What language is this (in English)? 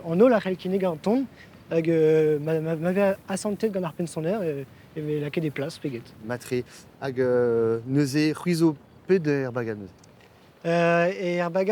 Breton